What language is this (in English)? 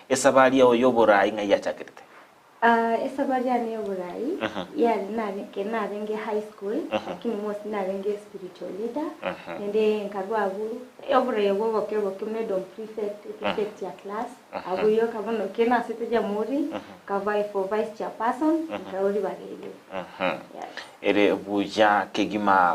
Gusii